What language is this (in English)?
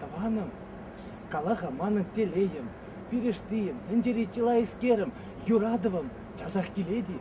Chuvash